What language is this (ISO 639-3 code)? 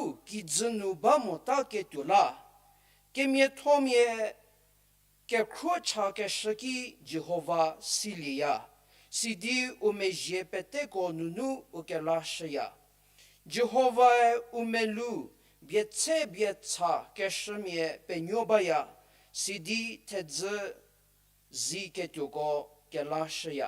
njm